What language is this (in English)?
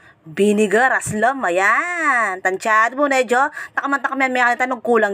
Pampanga